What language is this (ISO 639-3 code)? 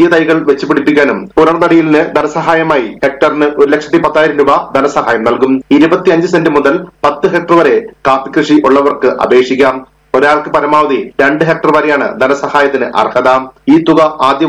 mal